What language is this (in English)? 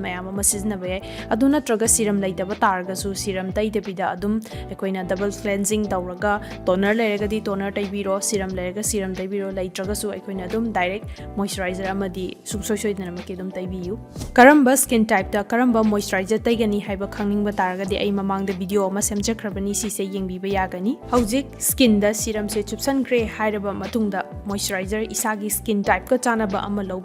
Manipuri